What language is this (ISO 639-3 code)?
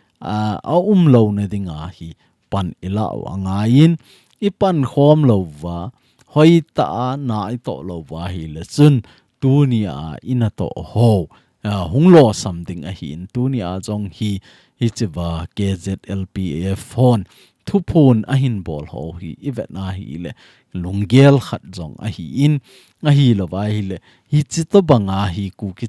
tcz